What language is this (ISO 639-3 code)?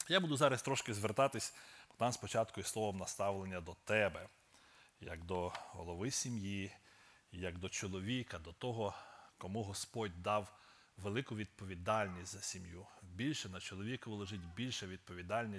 ukr